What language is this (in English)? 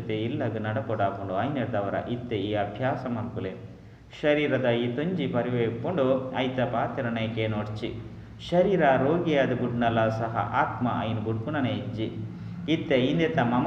Tulu